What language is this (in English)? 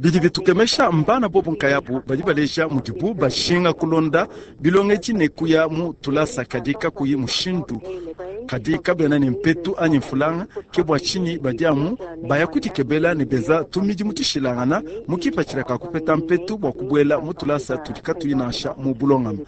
Luba-Lulua